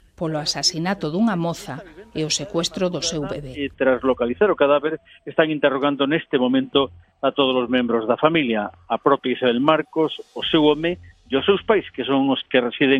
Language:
Galician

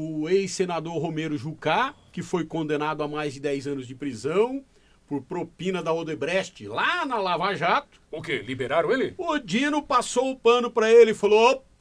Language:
Portuguese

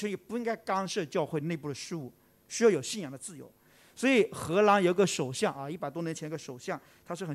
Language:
Chinese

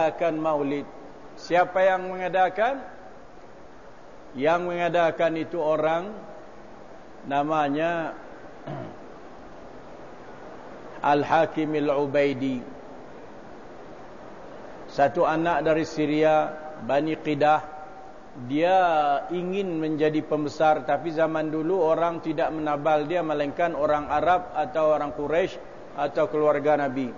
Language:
Malay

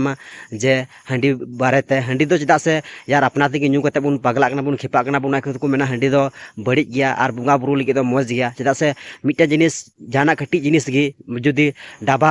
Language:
Santali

